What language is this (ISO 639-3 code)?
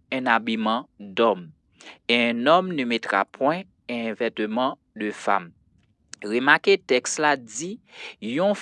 hat